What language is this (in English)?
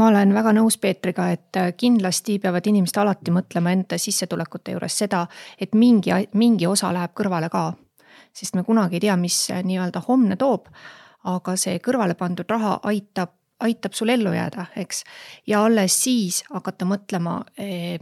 Estonian